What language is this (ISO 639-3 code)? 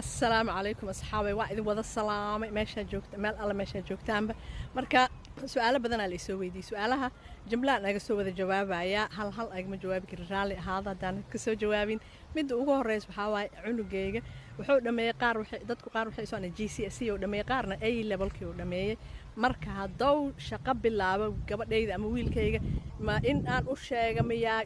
som